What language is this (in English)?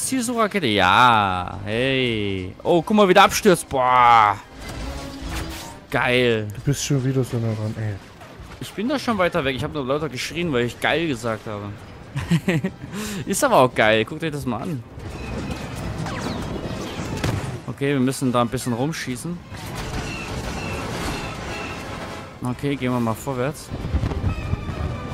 German